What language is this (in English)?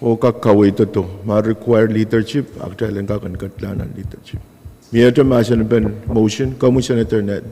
Pohnpeian